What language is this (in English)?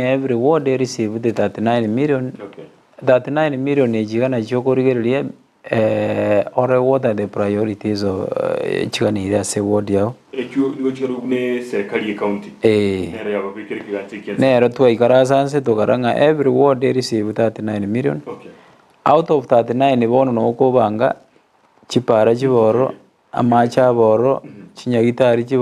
Gusii